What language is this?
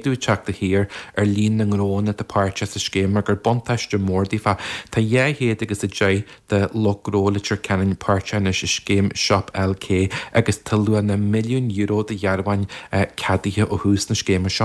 Irish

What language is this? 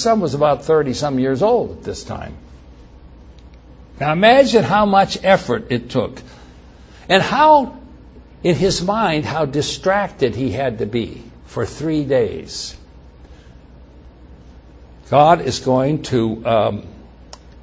English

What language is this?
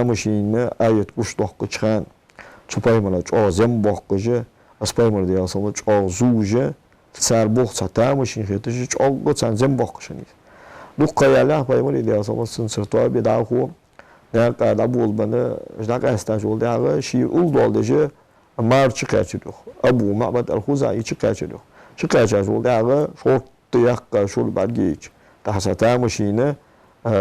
Ingush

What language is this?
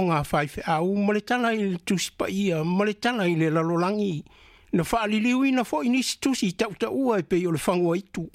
Samoan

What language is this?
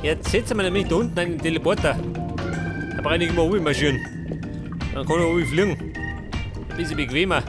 Bavarian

